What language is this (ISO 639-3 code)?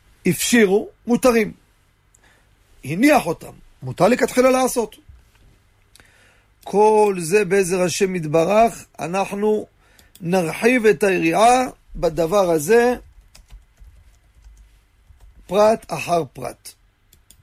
heb